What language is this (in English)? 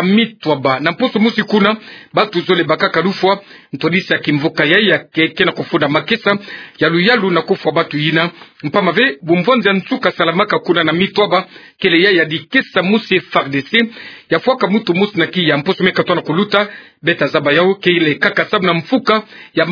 Kituba (Democratic Republic of Congo)